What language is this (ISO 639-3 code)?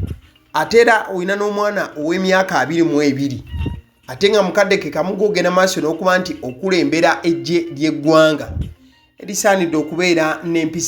lug